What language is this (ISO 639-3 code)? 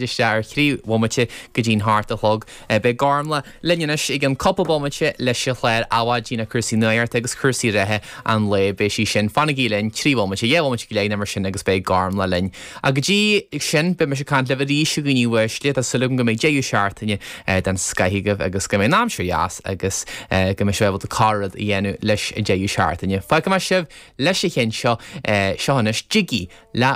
gle